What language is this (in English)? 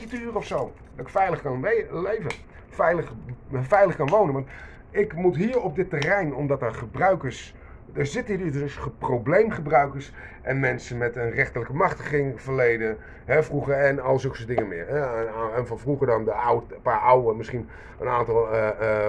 Dutch